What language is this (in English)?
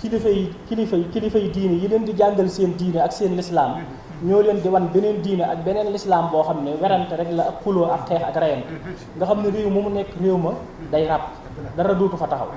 Wolof